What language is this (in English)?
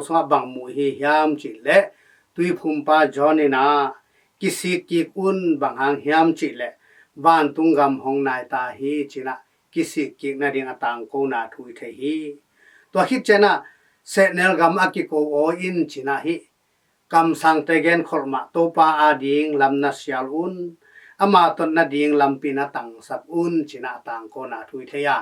Tedim Chin